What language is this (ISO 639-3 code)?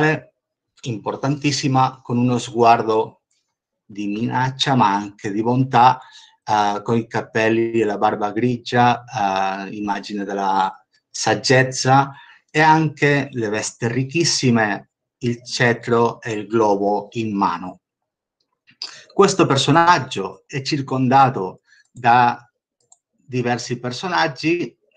ita